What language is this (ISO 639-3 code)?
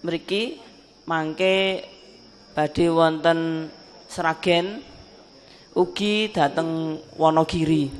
jav